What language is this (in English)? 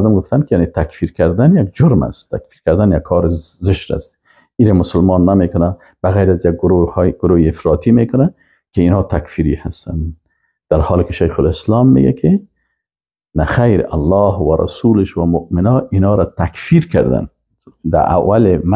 Persian